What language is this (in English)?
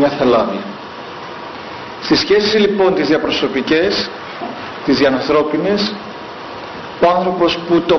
Greek